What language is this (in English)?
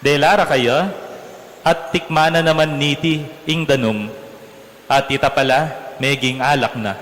Pampanga